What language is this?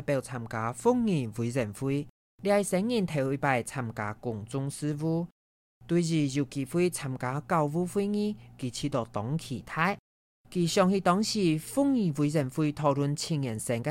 Hakka Chinese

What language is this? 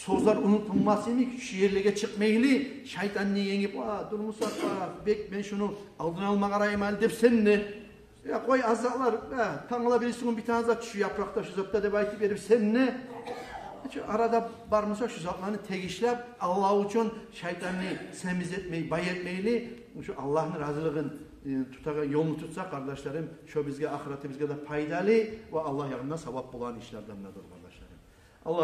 Kumyk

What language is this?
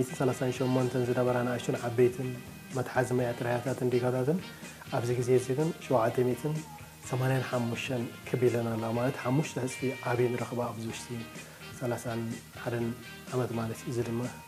Tigrinya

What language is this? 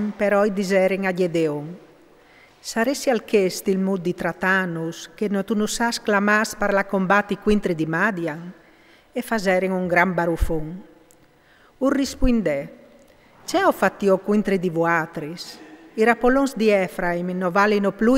Friulian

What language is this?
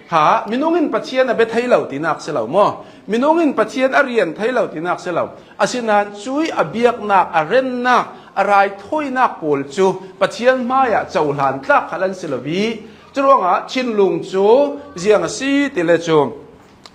Hakha Chin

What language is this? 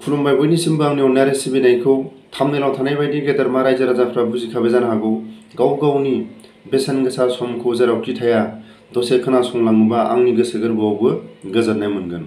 Bodo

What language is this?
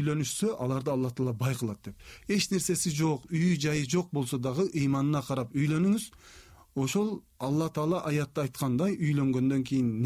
Kyrgyz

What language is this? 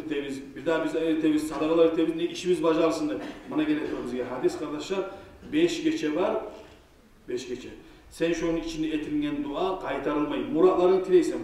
Kumyk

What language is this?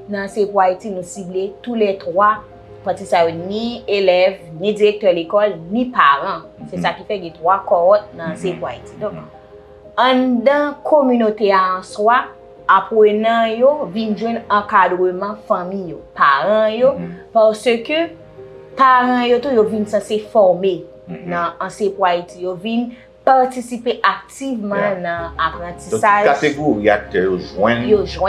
Haitian Creole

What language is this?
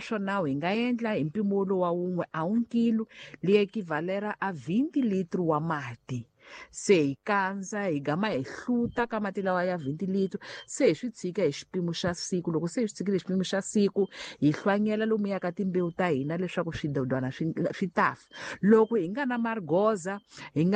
Tsonga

